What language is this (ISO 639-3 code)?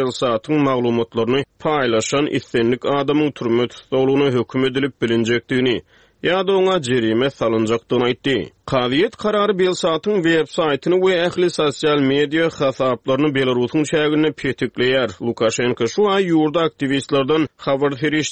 tuk